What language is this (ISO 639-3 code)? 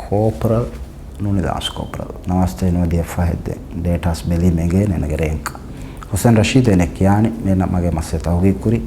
div